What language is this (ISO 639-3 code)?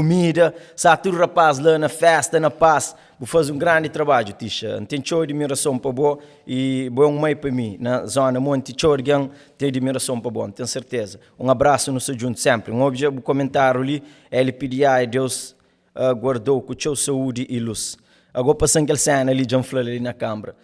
kea